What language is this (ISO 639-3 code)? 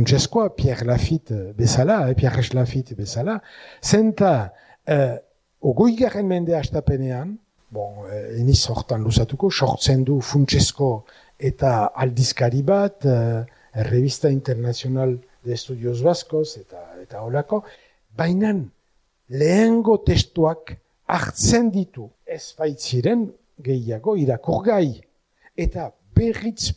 eus